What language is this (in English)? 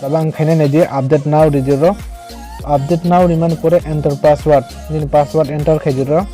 Kok Borok